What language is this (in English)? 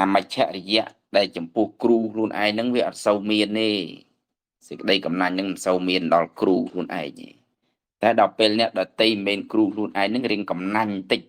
Khmer